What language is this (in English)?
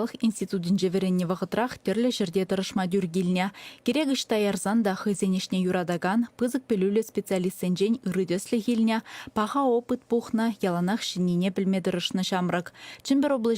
Chuvash